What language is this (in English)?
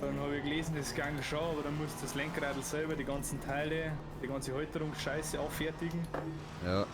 Bavarian